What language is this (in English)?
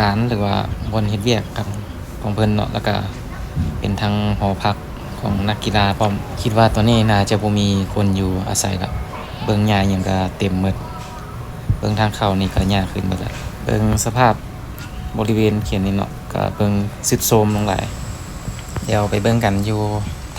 Lao